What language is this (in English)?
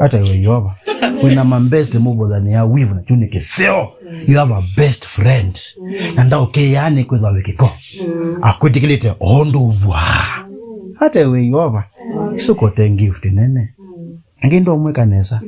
Kamba